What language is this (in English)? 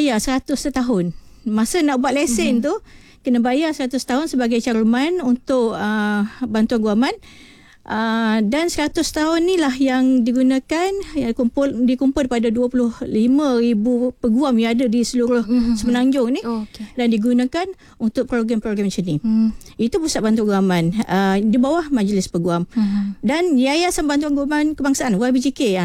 Malay